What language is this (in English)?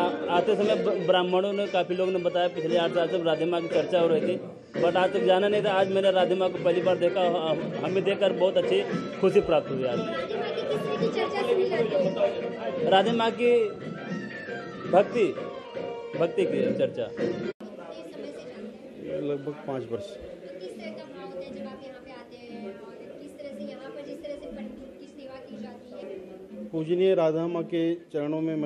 Hindi